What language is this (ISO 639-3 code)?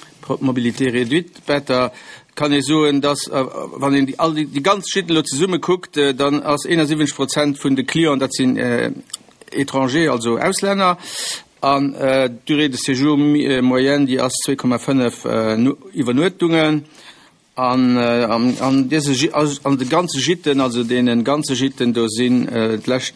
ltz